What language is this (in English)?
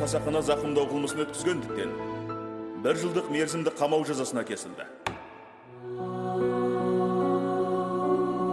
Kazakh